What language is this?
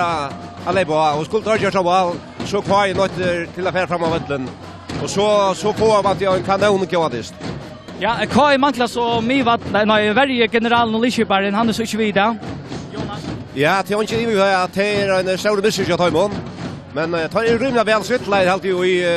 Faroese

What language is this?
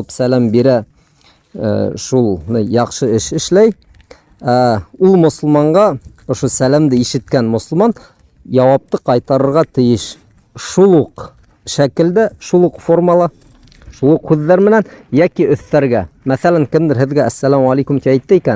Bashkir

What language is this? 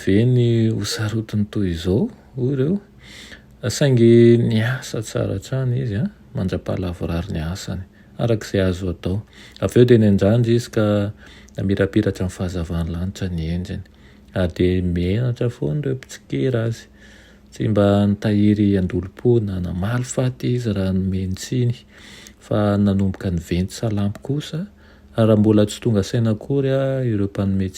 Malagasy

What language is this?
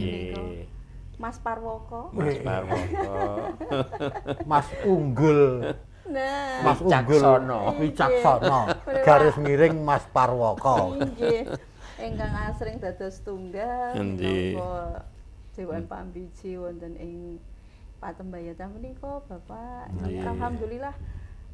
Javanese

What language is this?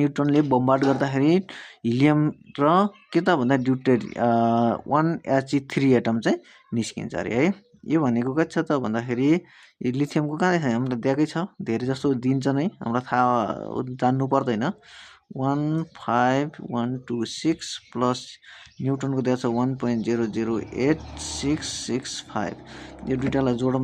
Nepali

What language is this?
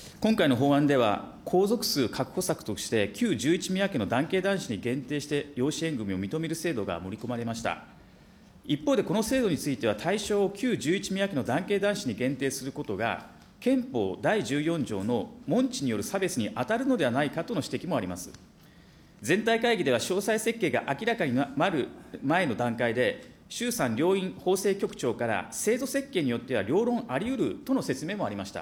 Japanese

